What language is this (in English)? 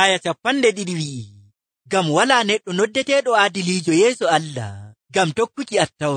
Nigerian Fulfulde